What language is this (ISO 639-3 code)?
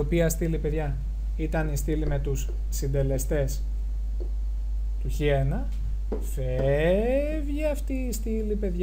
ell